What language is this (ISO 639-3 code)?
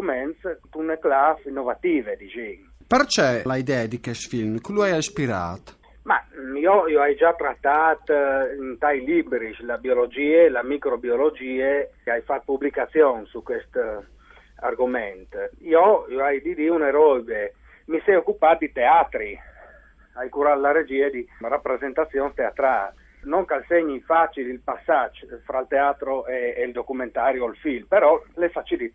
fur